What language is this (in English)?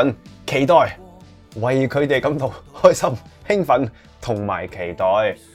Cantonese